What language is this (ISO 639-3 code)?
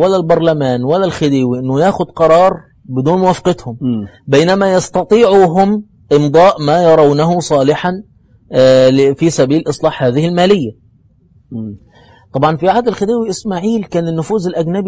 arz